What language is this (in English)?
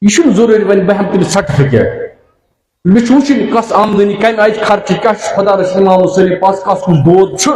Kashmiri